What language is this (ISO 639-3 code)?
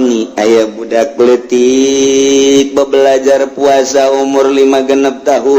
sun